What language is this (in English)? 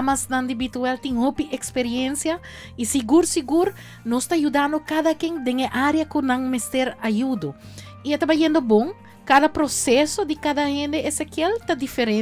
Papiamento